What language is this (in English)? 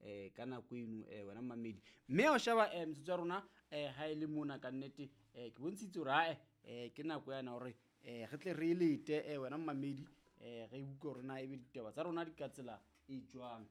Southern Sotho